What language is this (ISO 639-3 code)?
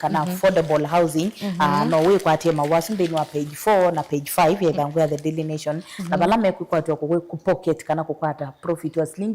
kam